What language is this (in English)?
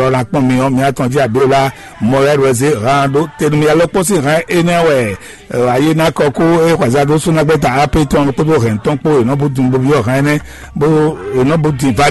Fon